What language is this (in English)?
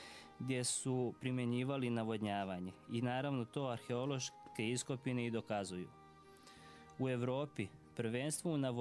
Serbian